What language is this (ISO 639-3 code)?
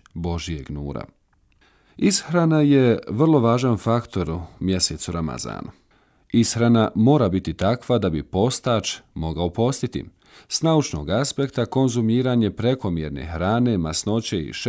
bos